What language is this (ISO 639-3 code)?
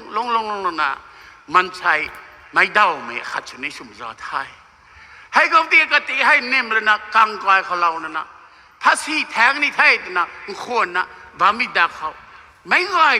nbu